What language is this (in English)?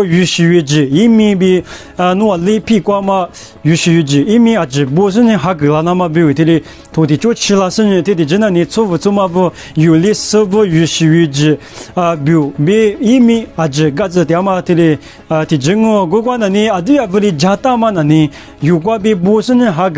Lisu